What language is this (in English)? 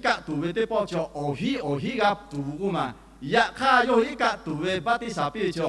Lahu